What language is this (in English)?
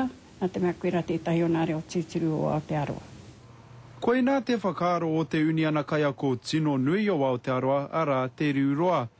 Māori